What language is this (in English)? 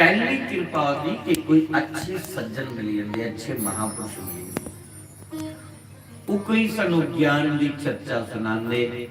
Dogri